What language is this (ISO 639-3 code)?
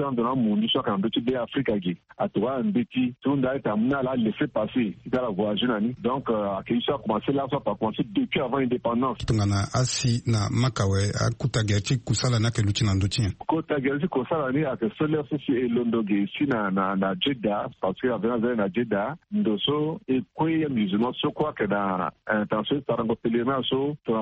sag